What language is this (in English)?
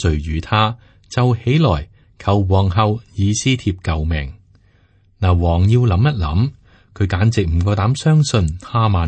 Cantonese